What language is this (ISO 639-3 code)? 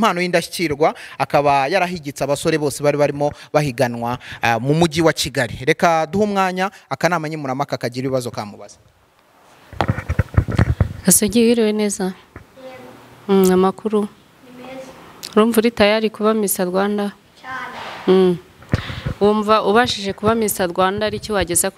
kin